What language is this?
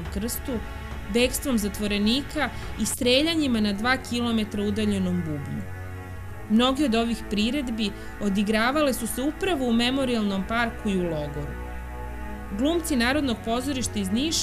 Serbian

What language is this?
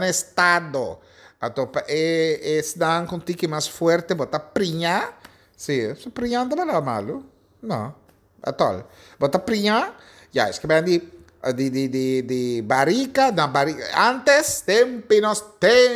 Papiamento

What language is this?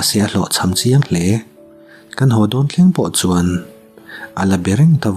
Mizo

